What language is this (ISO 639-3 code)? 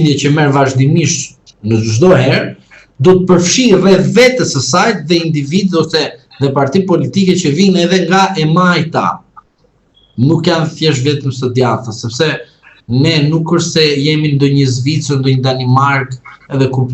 sqi